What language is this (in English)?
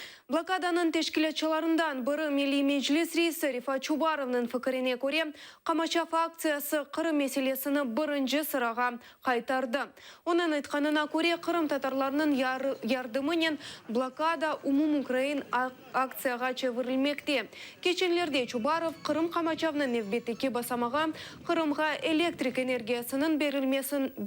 Crimean Tatar